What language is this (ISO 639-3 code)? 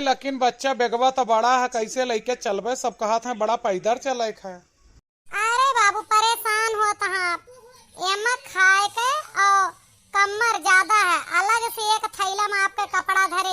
awa